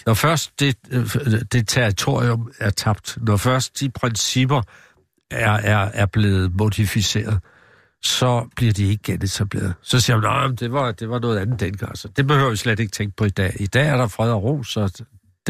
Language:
Danish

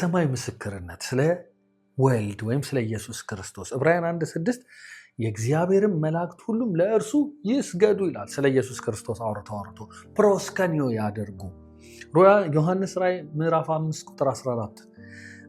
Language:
Amharic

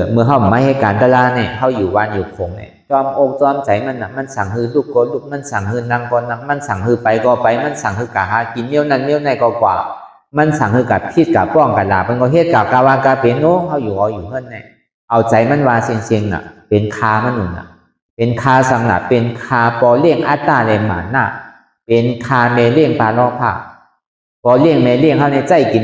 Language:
Shan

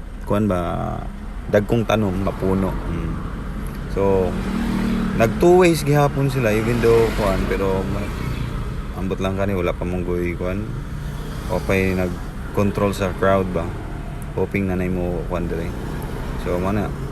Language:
Cebuano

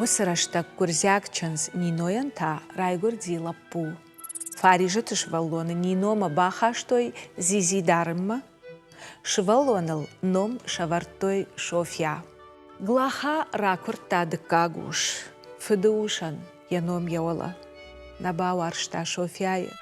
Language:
Ossetic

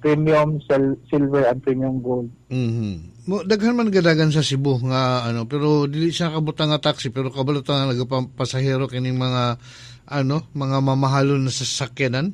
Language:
Cebuano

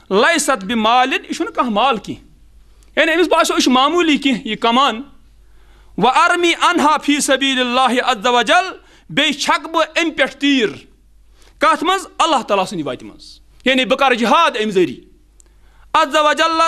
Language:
Kashmiri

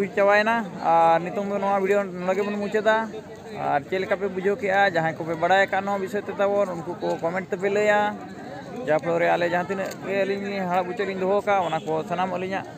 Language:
Santali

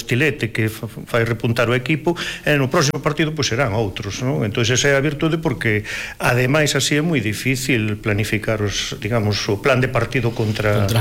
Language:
Galician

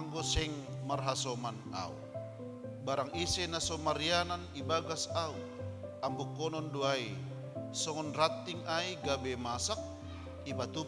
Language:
Batak Simalungun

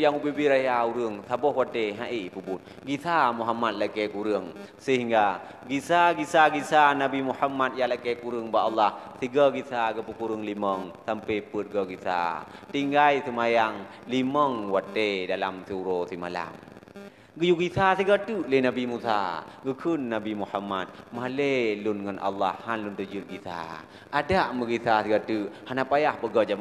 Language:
Achinese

